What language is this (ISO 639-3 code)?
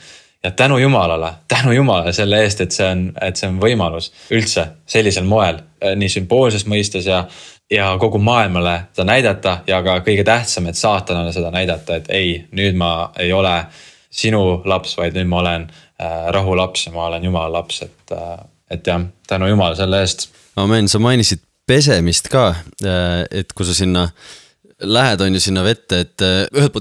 est